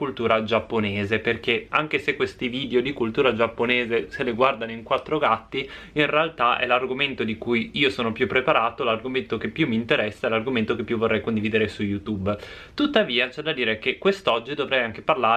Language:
Italian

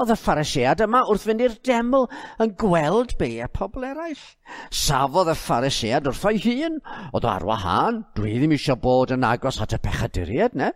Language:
Welsh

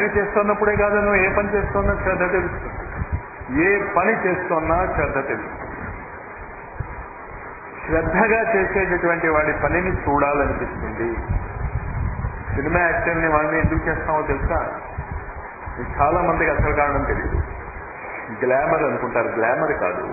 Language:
Telugu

